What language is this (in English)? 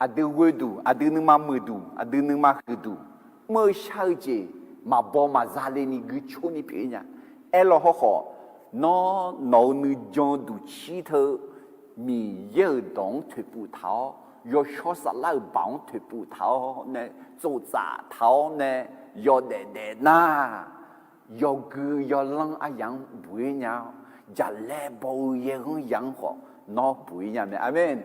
Akha